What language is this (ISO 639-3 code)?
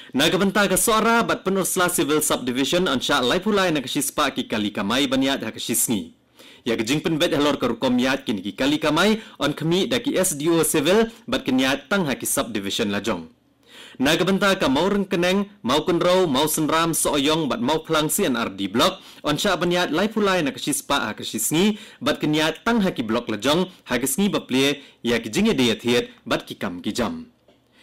kha